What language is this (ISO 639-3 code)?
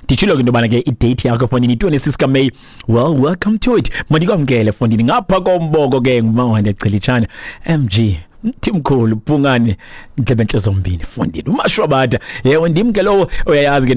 xho